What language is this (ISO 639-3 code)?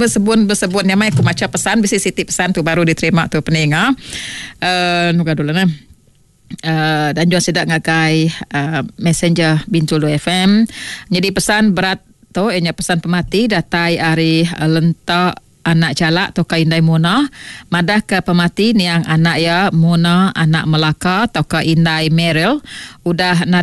iba